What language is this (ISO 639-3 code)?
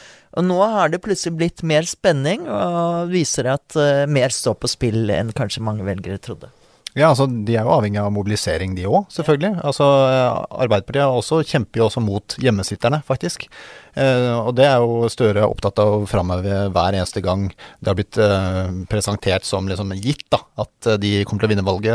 nor